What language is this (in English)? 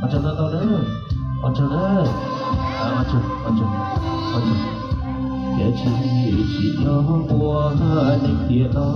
Hmong